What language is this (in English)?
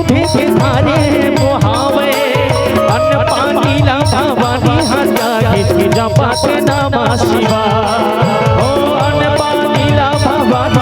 Chhattisgarhi